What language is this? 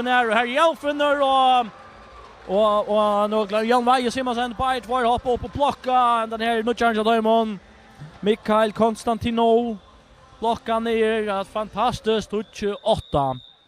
Faroese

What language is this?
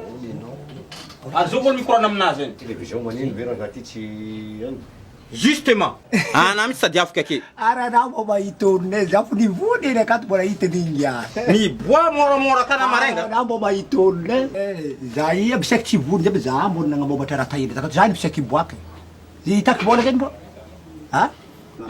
Malagasy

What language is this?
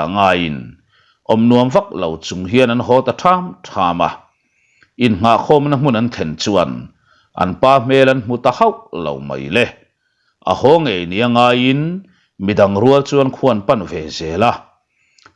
Mizo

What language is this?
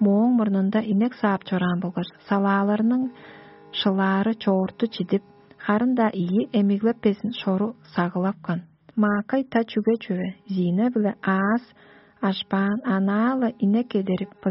Tuvinian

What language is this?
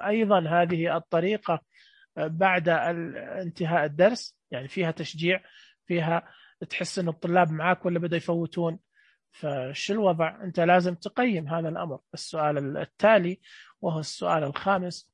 Najdi Arabic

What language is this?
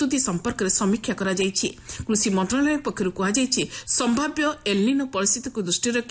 Odia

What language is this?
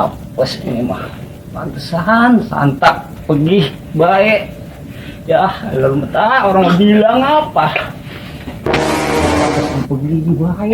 Betawi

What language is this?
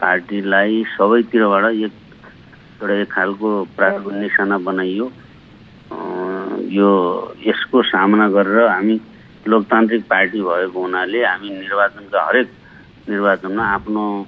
Nepali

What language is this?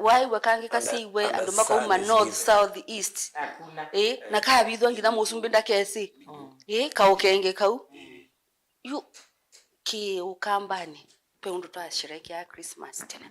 Kamba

